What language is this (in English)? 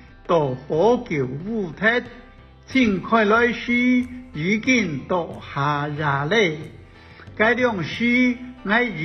Hakka Chinese